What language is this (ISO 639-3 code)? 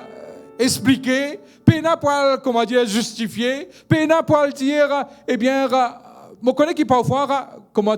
mfe